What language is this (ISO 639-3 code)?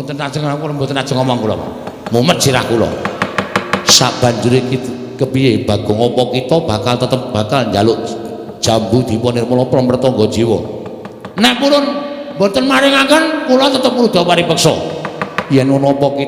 jav